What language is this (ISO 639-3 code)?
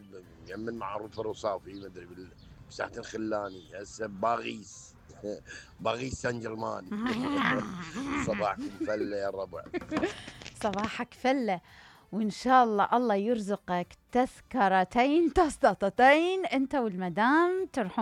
acm